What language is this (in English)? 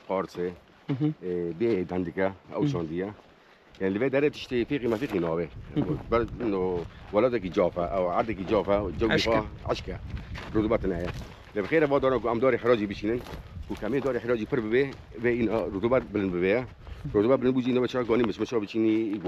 Kurdish